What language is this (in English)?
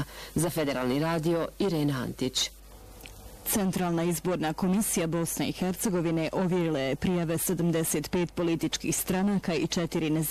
Bosnian